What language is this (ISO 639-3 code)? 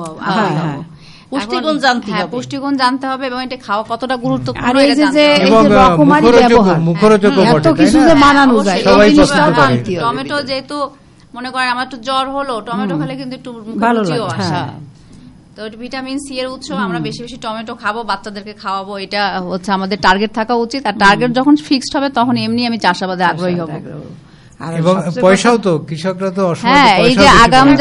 ben